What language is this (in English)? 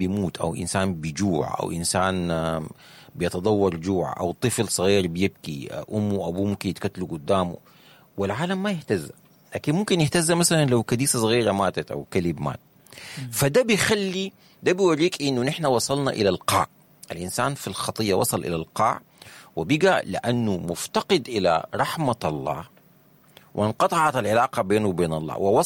Sudanese Arabic